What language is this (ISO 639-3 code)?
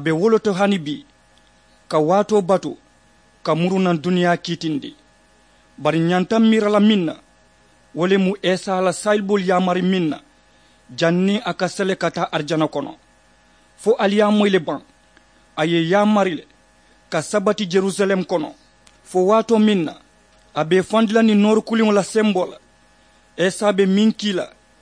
man